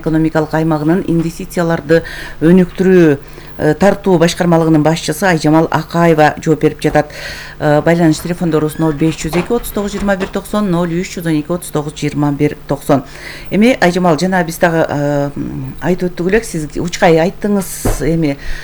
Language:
Kyrgyz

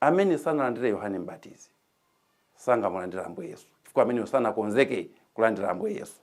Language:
Nyanja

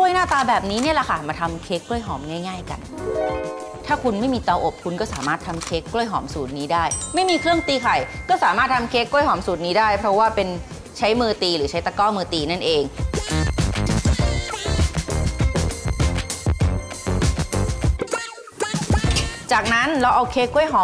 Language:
Thai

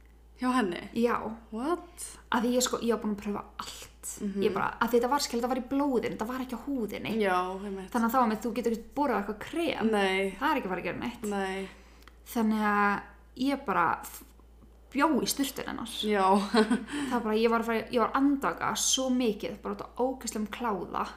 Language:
Icelandic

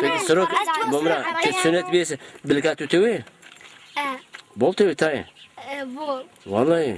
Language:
Zaza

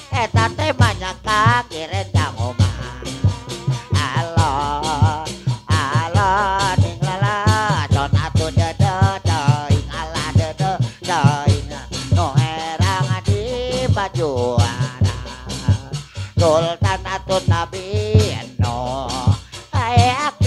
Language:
Sundanese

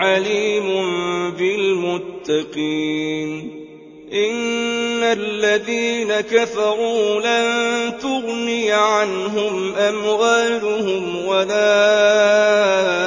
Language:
Arabic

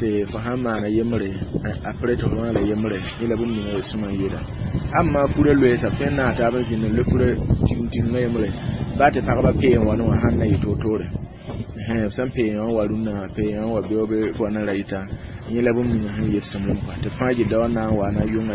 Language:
Mossi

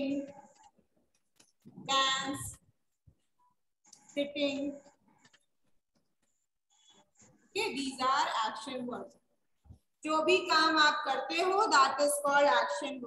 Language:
Hindi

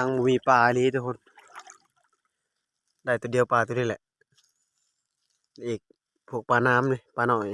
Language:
Lao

